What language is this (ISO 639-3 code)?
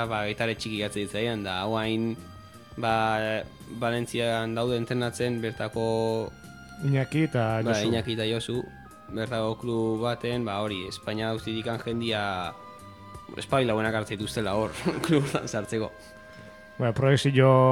eus